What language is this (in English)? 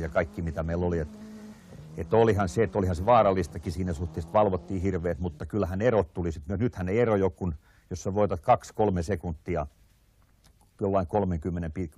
Finnish